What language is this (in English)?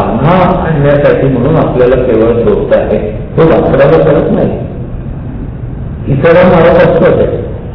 Marathi